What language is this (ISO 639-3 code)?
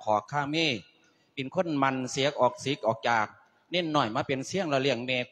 lao